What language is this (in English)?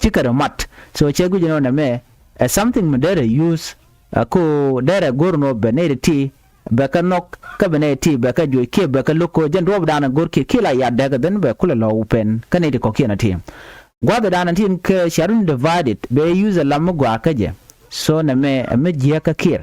Nuer